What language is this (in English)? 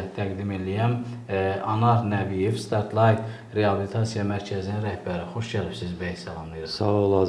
Azerbaijani